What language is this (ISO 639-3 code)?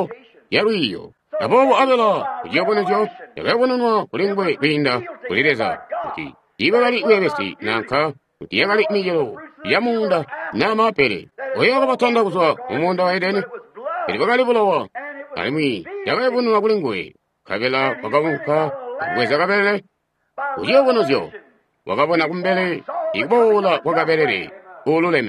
toi